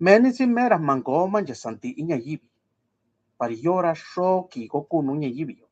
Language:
Mixtepec Mixtec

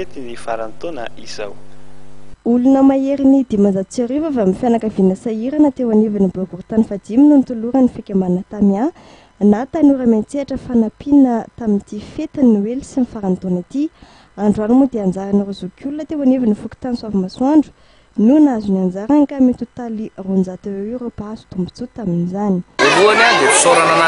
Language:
Malagasy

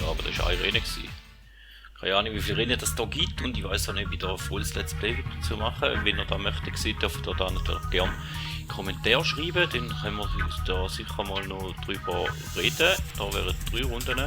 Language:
Swiss German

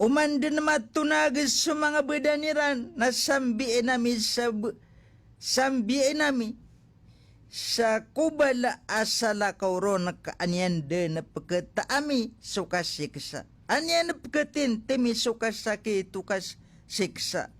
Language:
Maranao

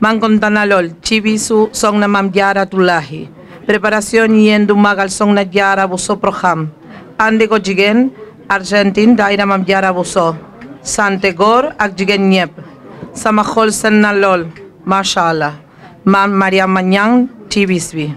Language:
Wolof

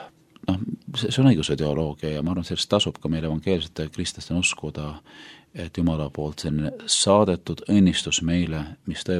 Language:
Estonian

